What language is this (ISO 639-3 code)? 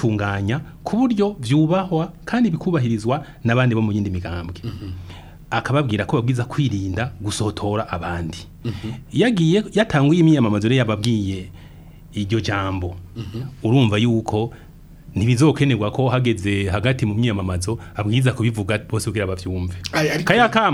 run